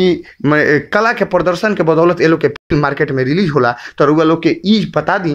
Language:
Bhojpuri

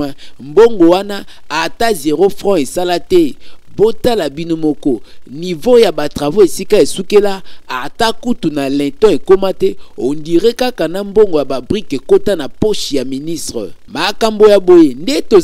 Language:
Lingala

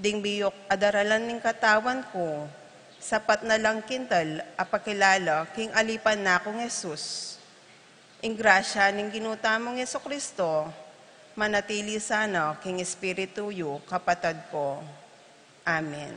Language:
Pampanga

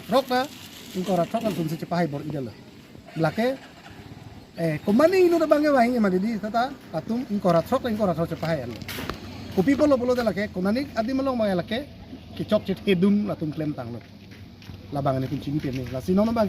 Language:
Karbi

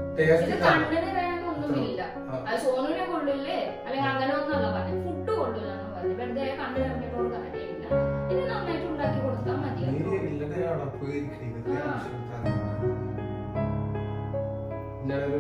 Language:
Malayalam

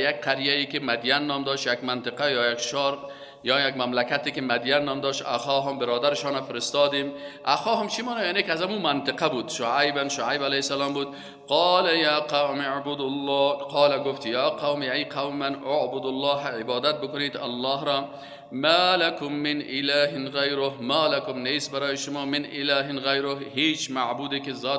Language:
Persian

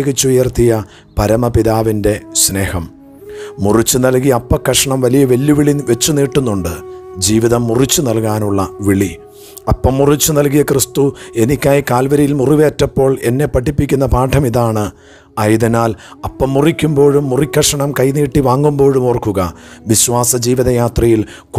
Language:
Malayalam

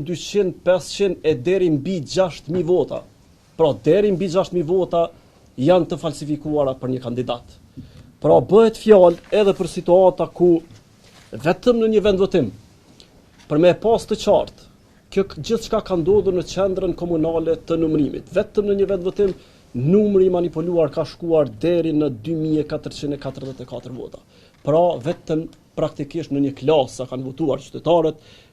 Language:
Albanian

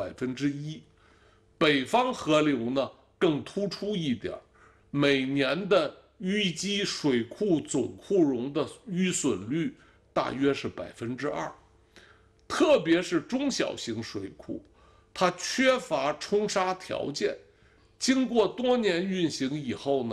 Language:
Chinese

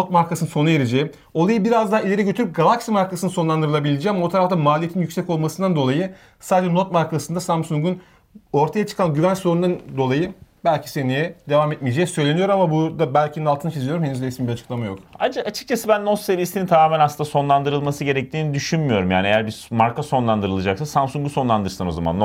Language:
Turkish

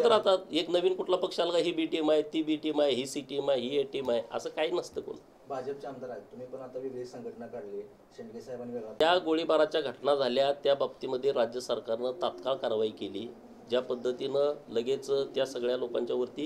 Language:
Marathi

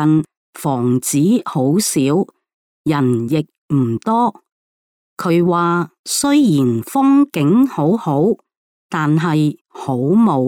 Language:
Cantonese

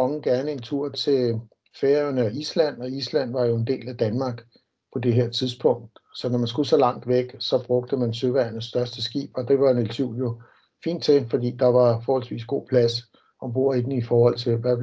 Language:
Danish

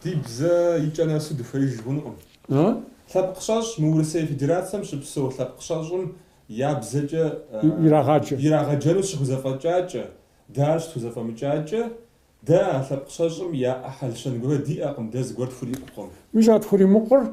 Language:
Kabardian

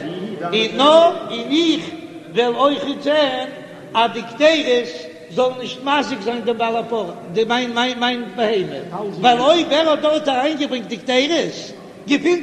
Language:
Yiddish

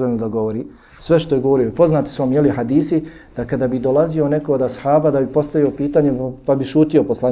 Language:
Bosnian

